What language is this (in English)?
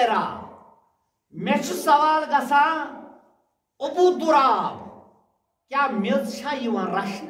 Kashmiri